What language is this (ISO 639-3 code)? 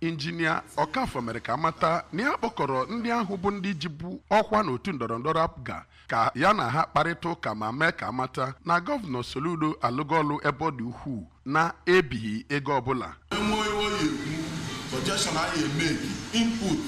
ibo